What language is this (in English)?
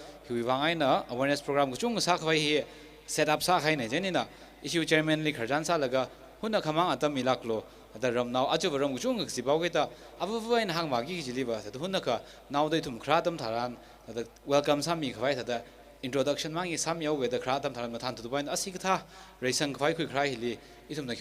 Tangkhul Naga (India)